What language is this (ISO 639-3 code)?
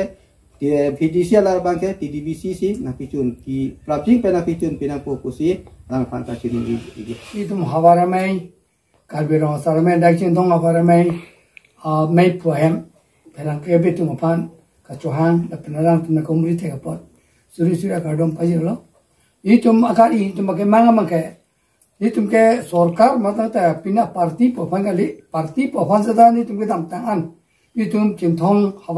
mjw